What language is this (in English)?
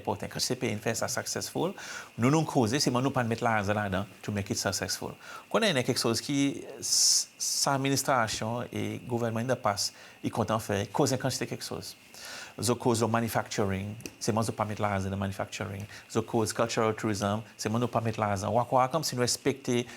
Seselwa Creole French